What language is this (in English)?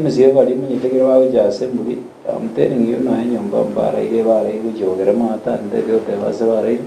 Gusii